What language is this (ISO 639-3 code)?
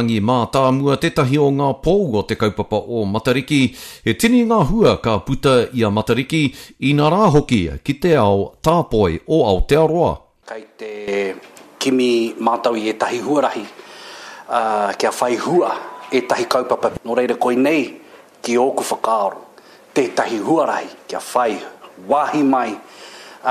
mri